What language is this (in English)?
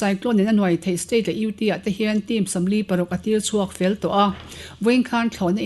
Mizo